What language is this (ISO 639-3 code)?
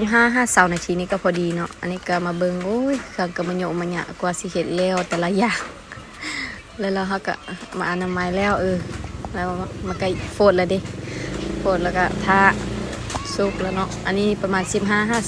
lao